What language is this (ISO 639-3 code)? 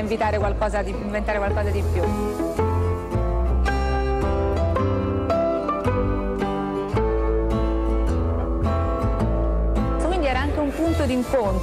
ita